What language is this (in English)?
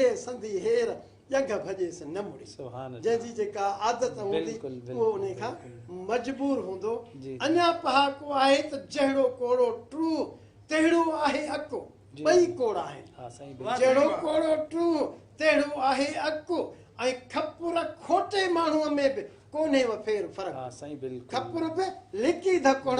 Sindhi